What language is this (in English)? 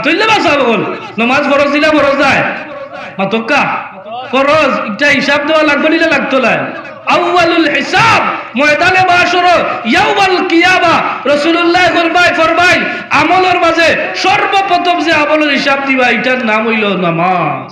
Sylheti